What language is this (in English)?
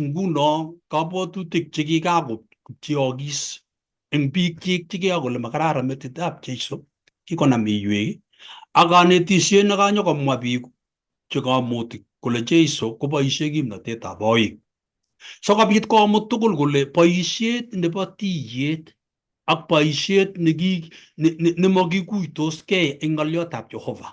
Kalenjin